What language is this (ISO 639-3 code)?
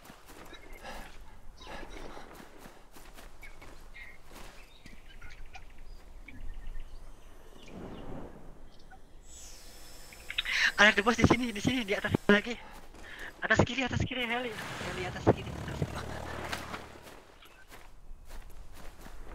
ind